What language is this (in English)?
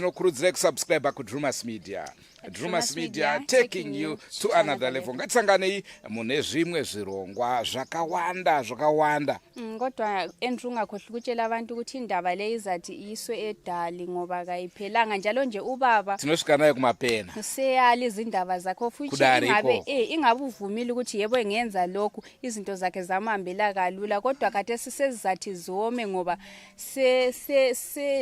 Shona